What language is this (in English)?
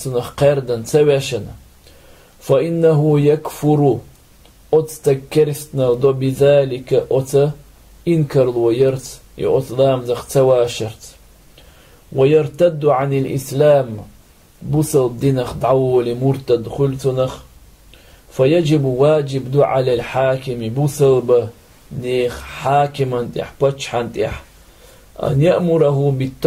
Chechen